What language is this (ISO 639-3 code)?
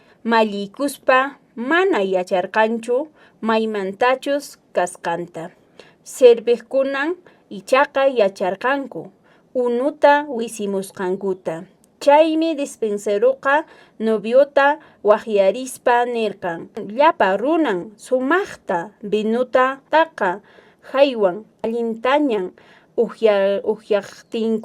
que